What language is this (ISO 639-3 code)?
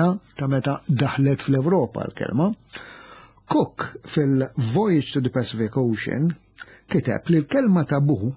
mlt